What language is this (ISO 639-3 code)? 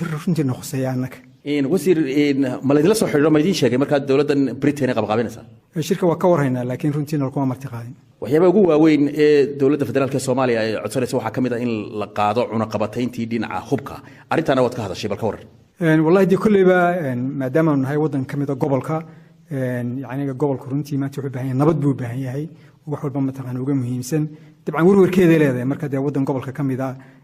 som